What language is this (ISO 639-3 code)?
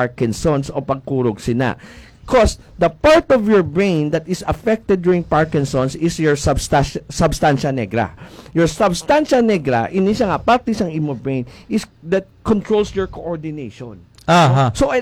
hil